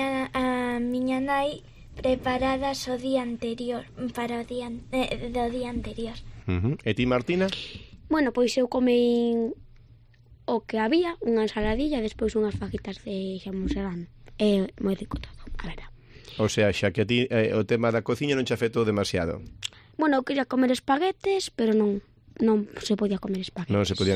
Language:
Galician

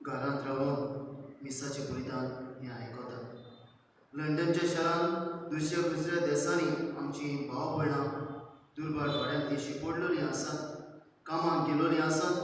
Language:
Konkani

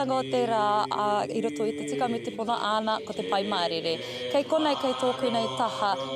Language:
Māori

